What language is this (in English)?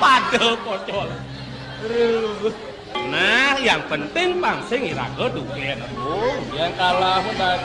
Balinese